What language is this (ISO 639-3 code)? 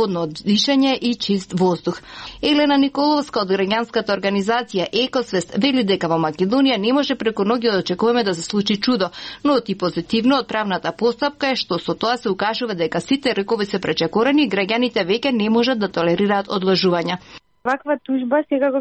mkd